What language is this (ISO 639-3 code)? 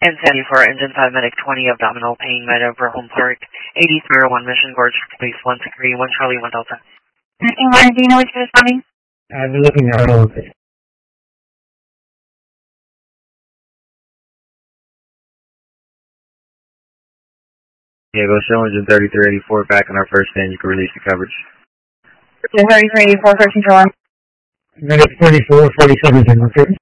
eng